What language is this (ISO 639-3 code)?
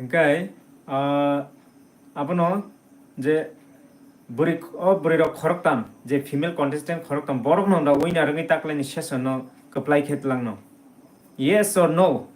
trp